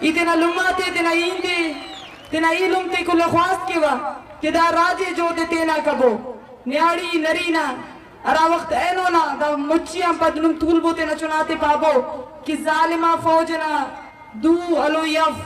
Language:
Eastern Balochi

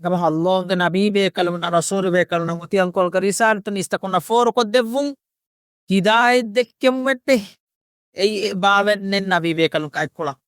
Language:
Divehi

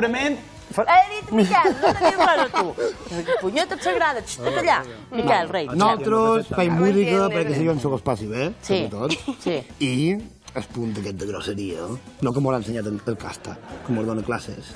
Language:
Catalan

